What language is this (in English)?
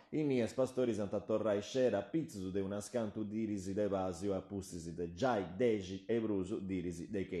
Sardinian